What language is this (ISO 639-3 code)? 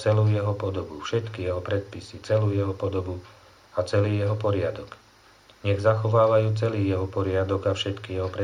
slk